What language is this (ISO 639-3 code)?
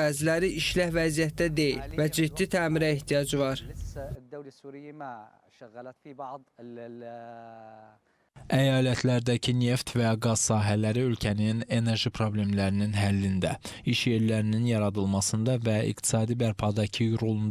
aze